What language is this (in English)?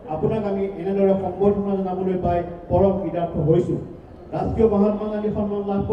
Assamese